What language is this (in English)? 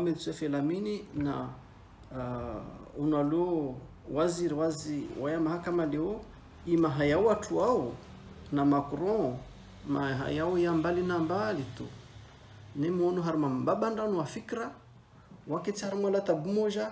Ngazidja Comorian